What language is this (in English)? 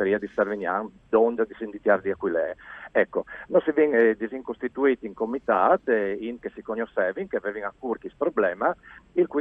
Friulian